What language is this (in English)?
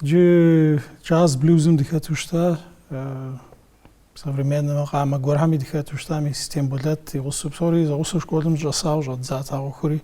Kabardian